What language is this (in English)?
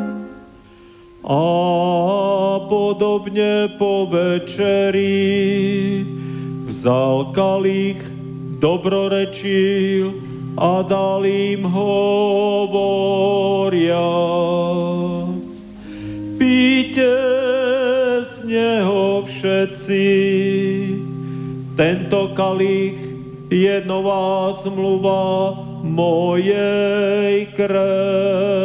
Slovak